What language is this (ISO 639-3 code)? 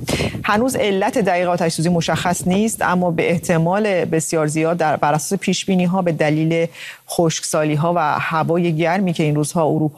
fas